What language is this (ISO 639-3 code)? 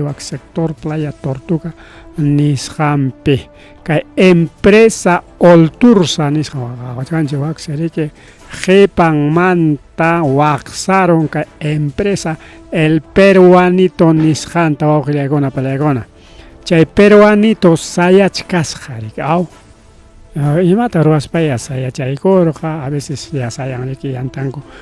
quy